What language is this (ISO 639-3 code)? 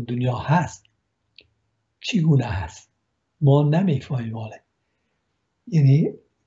fas